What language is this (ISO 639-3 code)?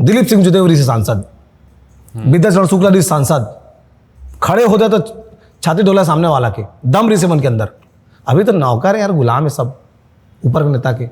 hne